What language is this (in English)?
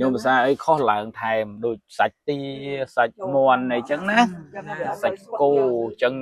Khmer